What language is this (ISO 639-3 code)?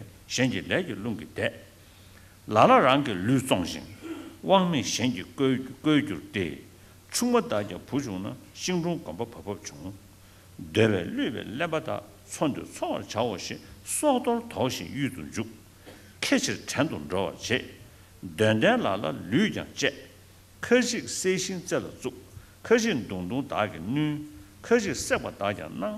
bod